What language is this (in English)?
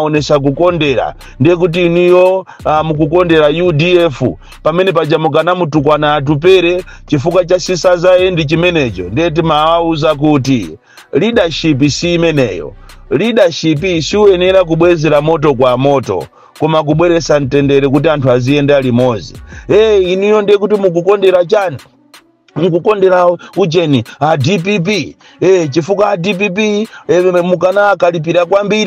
Nyanja